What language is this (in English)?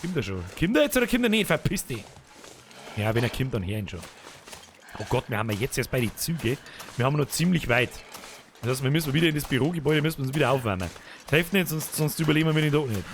Bavarian